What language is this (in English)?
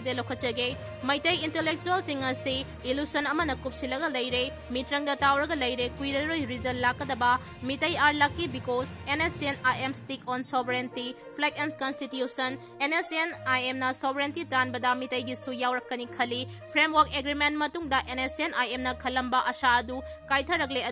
Manipuri